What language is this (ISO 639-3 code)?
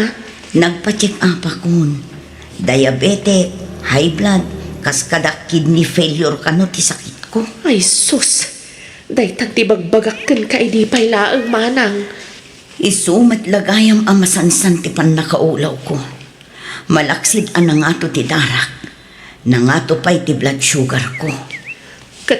ilo